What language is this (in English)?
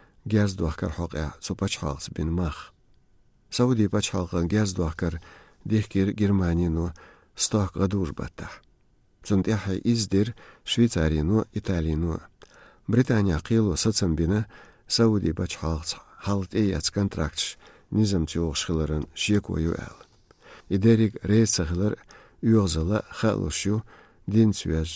Chechen